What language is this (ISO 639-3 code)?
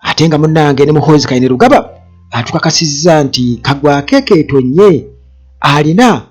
lug